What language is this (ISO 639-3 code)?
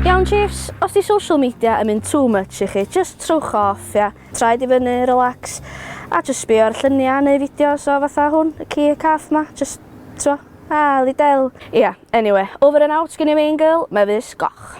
cym